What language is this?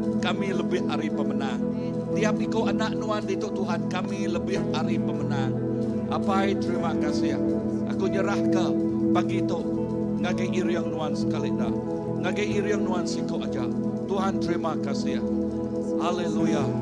Iban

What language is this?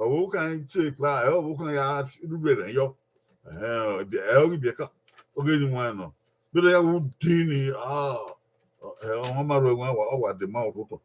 Bini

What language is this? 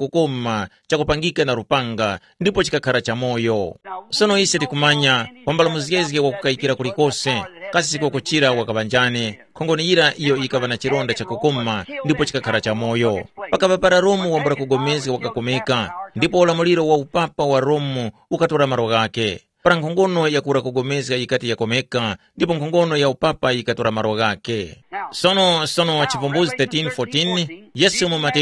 Tumbuka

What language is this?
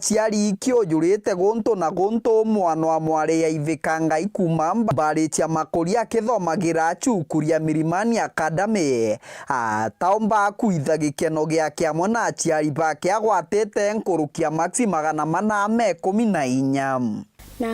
Meru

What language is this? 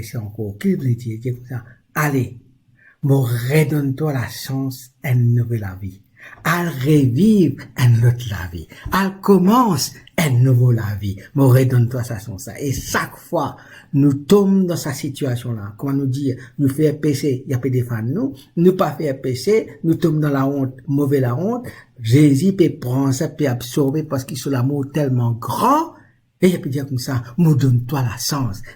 Morisyen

